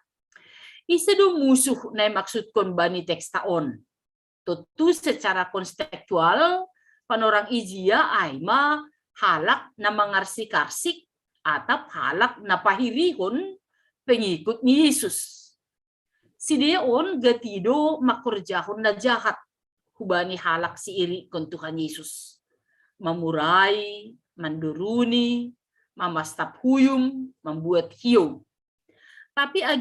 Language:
Batak Simalungun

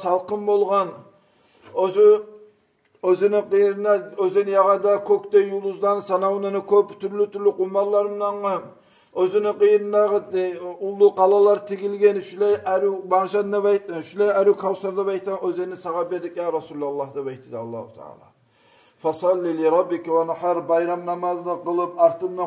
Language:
Kumyk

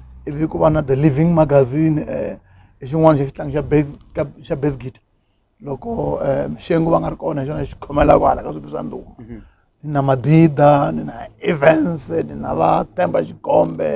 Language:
Tsonga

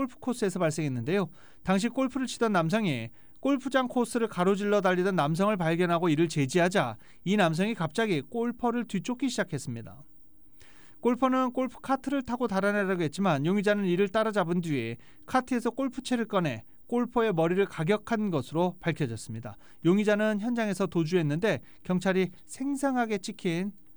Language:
Korean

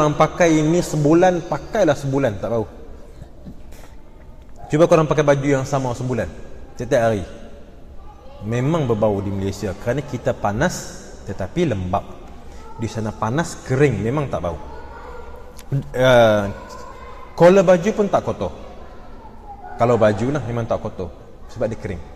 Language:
Malay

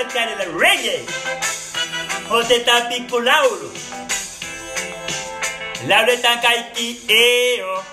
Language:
Finnish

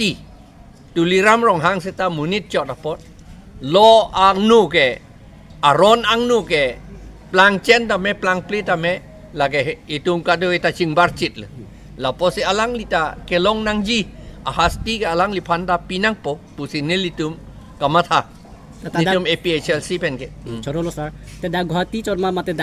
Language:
Karbi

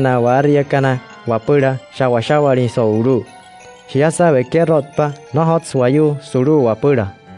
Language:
Wayuu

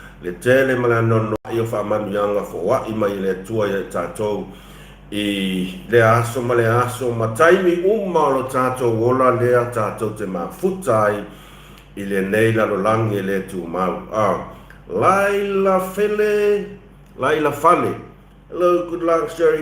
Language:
Samoan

